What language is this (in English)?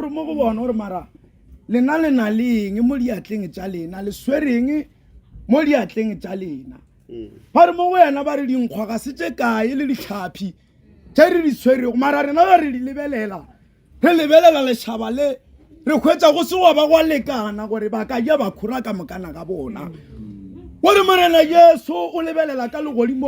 Northern Sotho